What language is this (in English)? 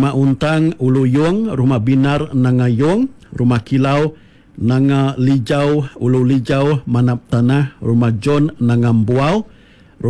Iban